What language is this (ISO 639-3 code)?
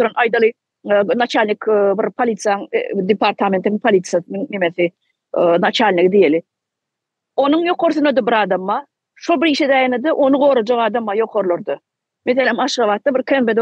tuk